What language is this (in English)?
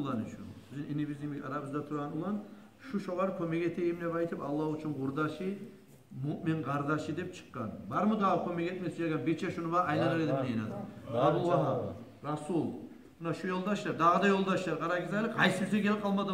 Kumyk